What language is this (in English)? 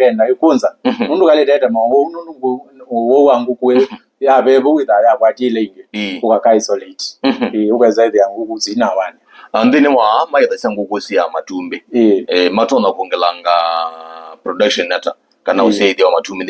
Kamba